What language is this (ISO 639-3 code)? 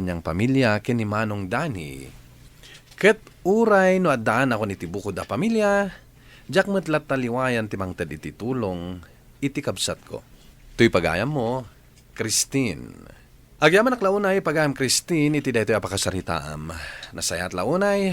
ilo